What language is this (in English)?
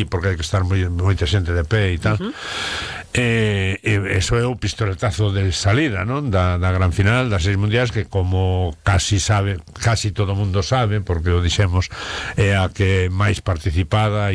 Galician